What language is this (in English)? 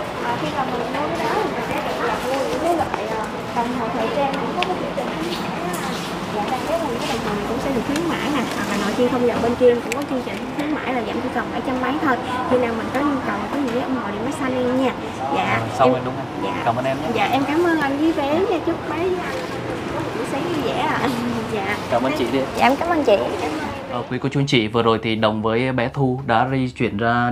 Vietnamese